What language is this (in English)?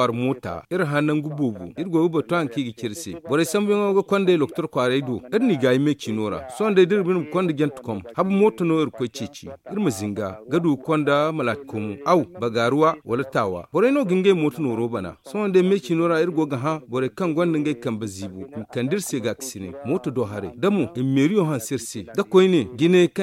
Zarma